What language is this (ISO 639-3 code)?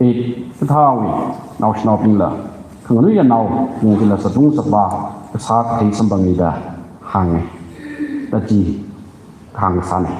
nmf